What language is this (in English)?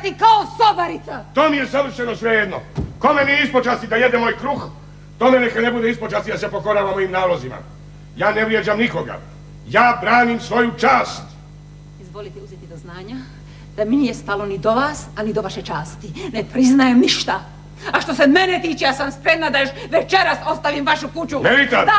Croatian